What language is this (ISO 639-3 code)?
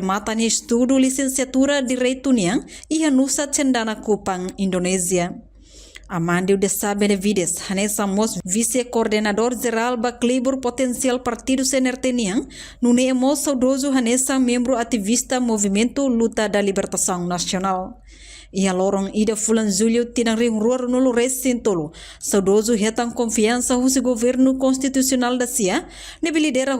tet